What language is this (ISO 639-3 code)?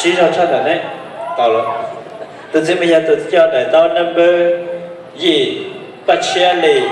hmn